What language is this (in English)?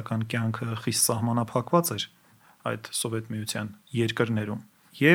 Armenian